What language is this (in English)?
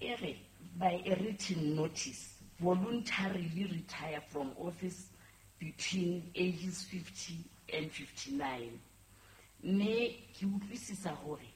Southern Sotho